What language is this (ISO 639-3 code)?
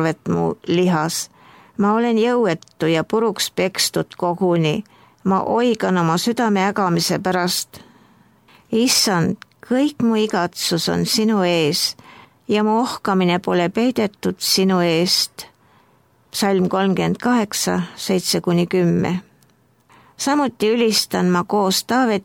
est